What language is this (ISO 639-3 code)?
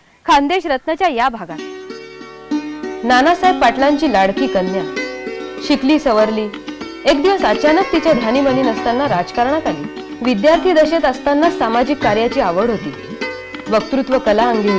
mar